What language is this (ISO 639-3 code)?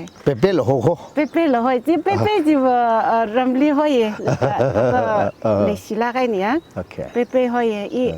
nmf